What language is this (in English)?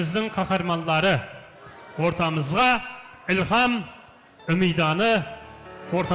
Kara-Kalpak